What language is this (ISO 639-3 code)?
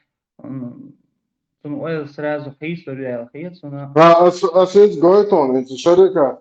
che